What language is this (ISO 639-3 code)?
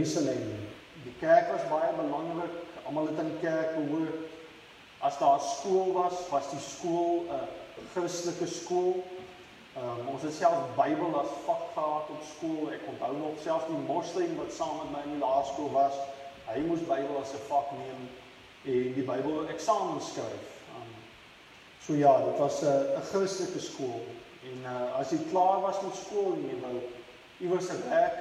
afr